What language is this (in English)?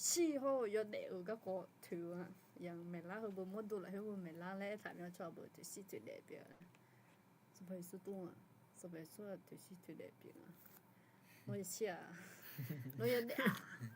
Akha